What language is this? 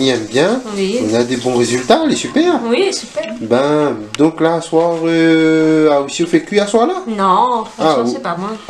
Réunion Creole French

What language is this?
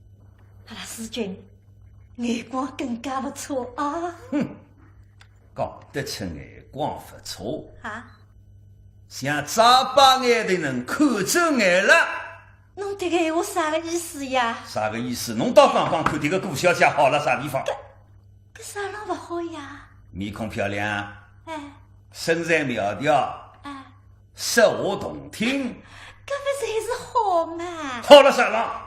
Wu Chinese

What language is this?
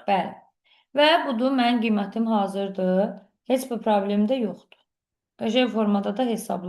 Azerbaijani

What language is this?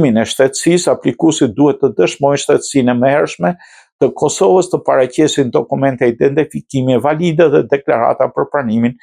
Albanian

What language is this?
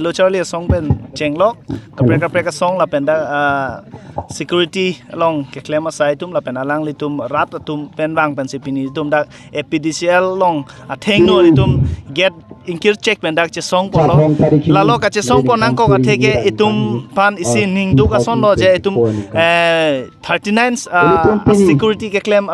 Karbi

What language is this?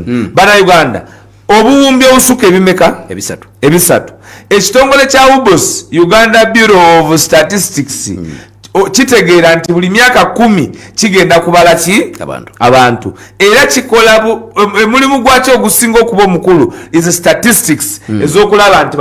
Ganda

